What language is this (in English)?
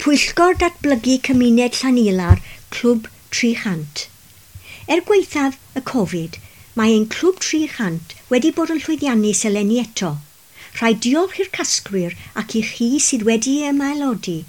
Welsh